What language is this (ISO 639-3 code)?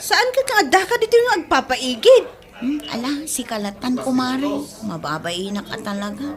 ilo